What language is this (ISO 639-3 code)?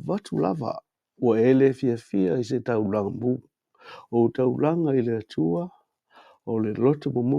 smo